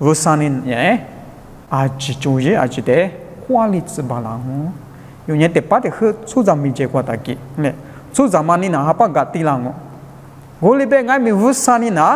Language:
Lisu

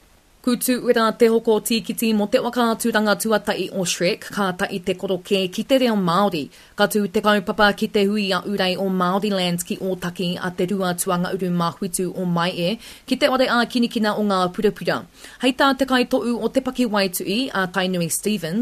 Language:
Māori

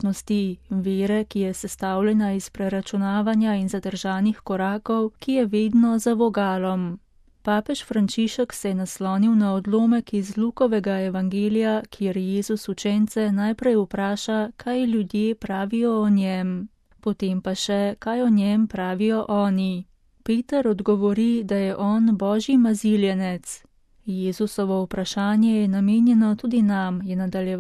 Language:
Slovenian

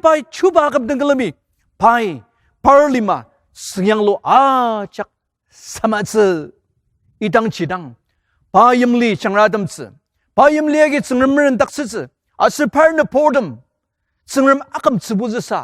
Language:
Ao Naga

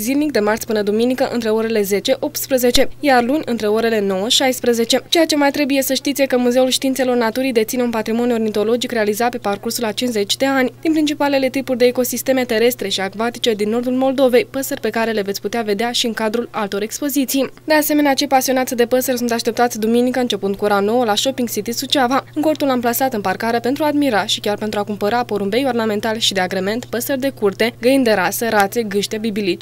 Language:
Romanian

